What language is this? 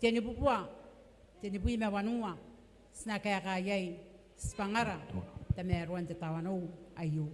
Gilbertese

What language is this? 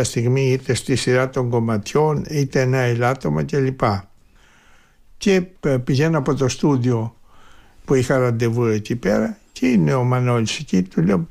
Greek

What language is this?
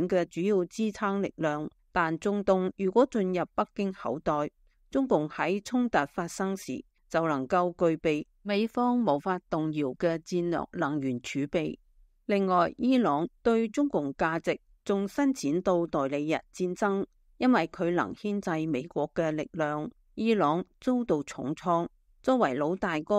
Cantonese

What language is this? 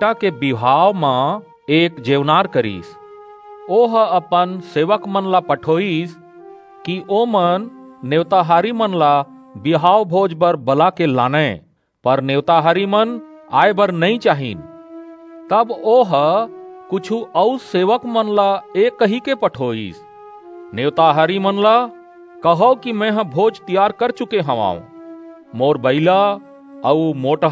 Chhattisgarhi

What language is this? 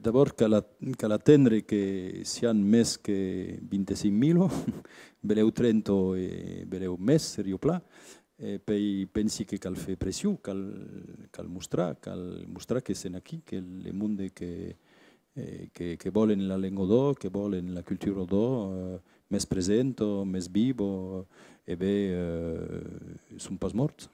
Occitan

